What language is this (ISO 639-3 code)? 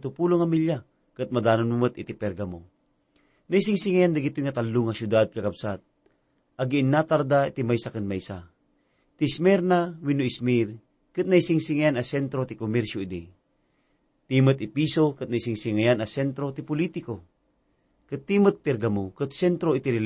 ilo